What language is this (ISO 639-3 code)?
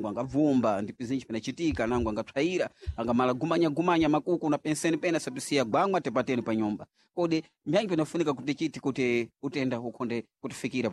seh